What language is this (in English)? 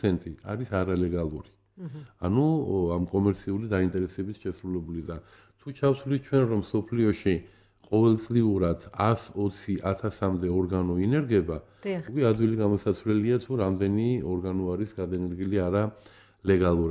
Georgian